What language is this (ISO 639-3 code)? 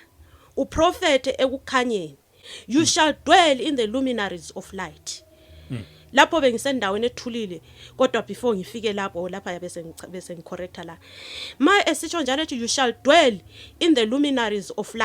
zul